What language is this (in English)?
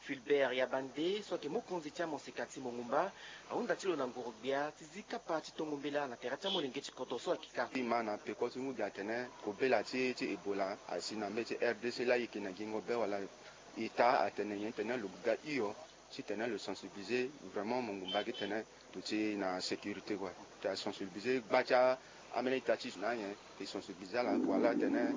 Sango